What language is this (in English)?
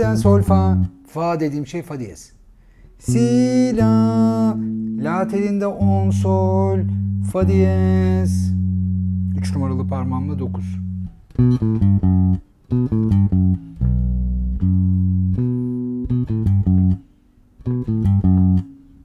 Turkish